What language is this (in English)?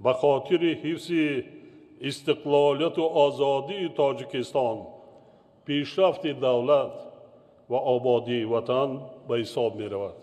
Tajik